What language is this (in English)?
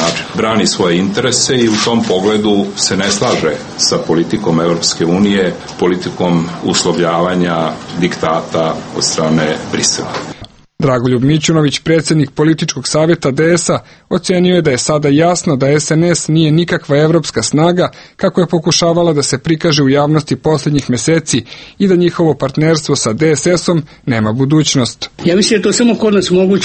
Serbian